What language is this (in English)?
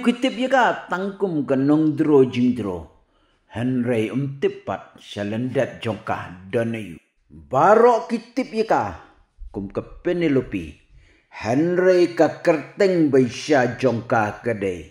Khasi